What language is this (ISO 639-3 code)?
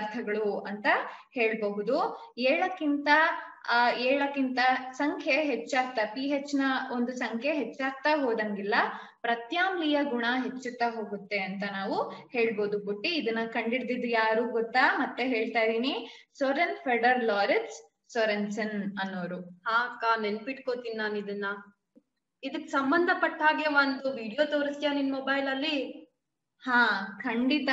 kan